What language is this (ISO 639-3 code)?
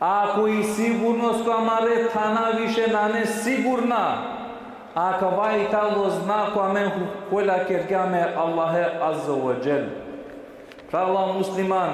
rmn